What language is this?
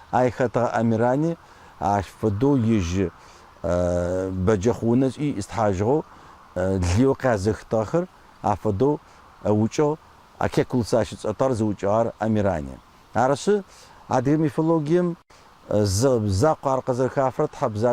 Adyghe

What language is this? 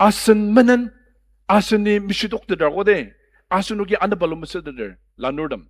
Ao Naga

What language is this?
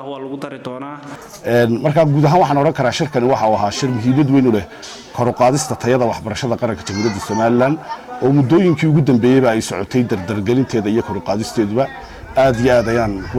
Somali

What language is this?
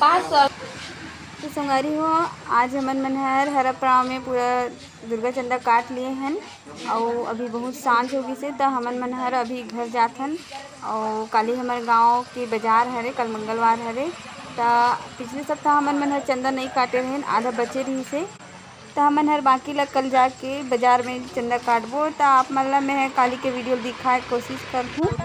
Chhattisgarhi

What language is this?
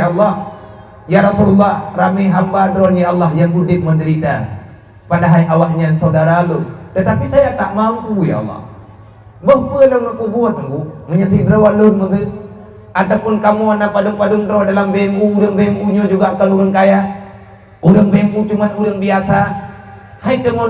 Achinese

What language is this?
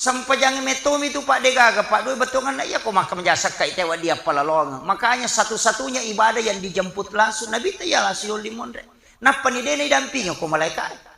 Buginese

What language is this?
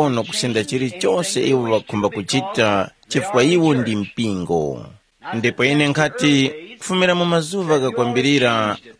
Tumbuka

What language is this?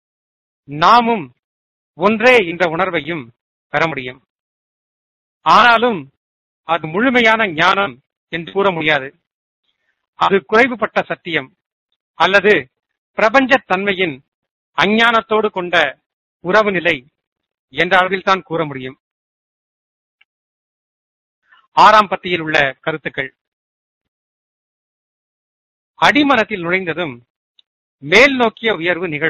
Tamil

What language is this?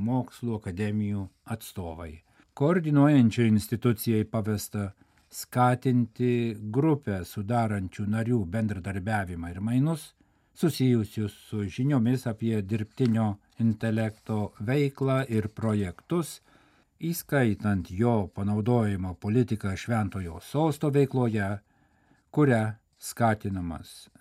Lithuanian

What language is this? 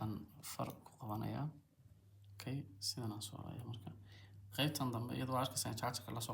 Somali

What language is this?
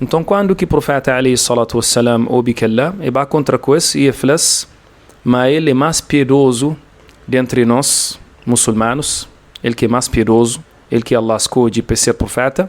Kabuverdianu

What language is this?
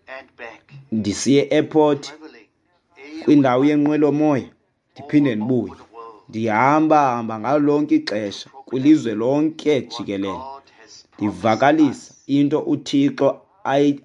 Xhosa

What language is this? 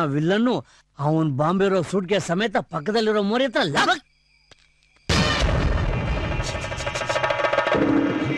Kannada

